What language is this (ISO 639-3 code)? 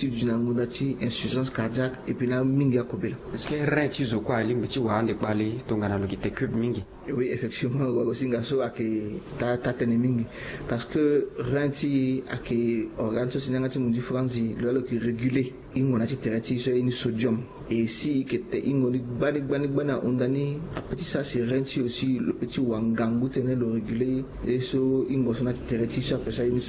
sag